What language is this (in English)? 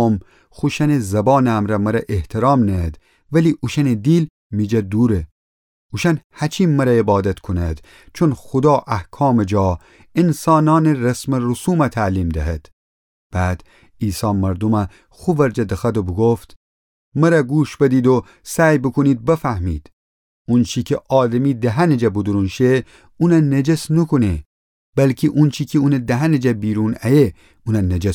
Gilaki